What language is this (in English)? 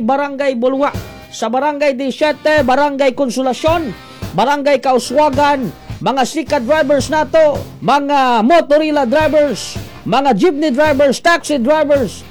Cebuano